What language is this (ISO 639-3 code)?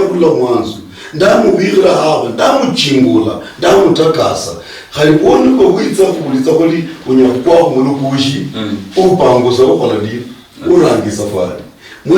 luy